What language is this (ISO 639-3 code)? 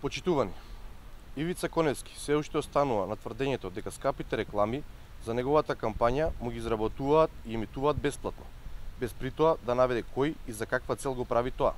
mkd